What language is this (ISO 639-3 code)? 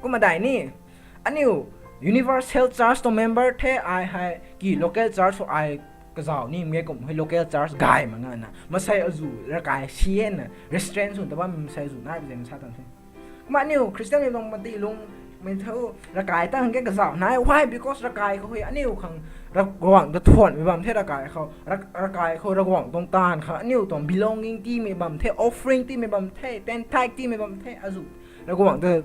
nbu